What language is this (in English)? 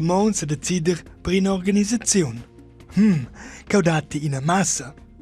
Romansh